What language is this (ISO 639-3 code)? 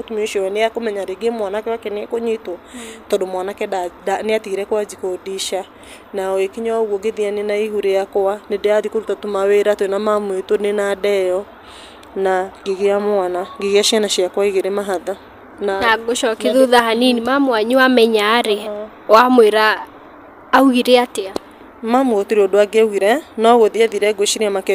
kik